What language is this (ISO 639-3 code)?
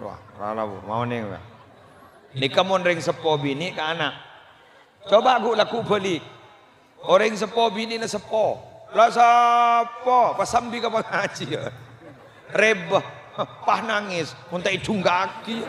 mad